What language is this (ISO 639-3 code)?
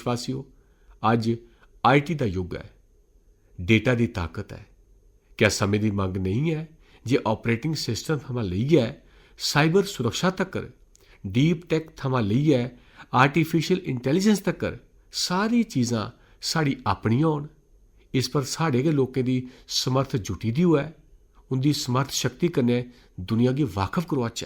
doi